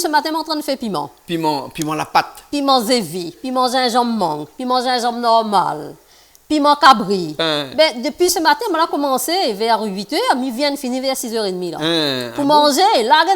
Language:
Réunion Creole French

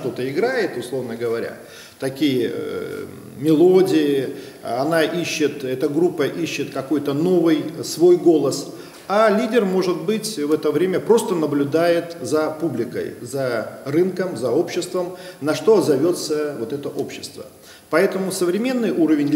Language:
Russian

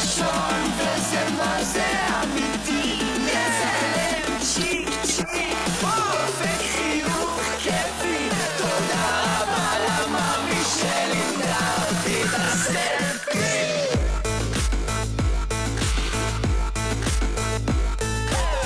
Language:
Hebrew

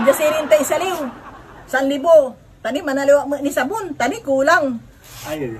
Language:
Pangasinan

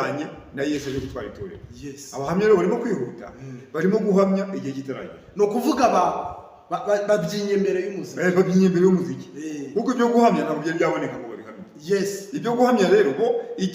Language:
Kinyarwanda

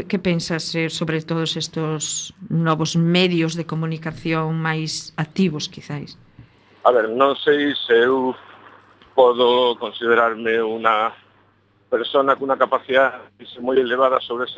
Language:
Galician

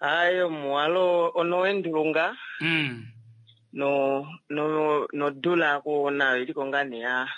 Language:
Kuanyama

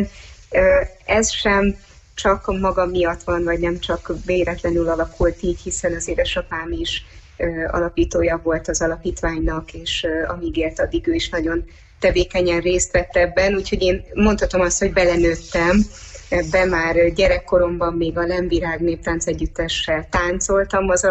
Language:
Hungarian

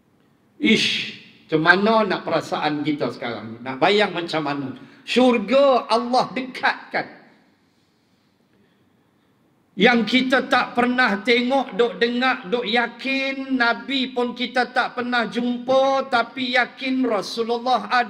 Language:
Malay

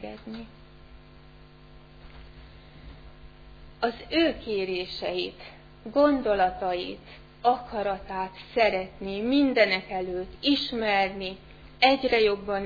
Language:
Hungarian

